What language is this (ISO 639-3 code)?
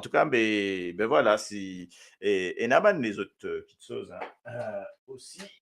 mfe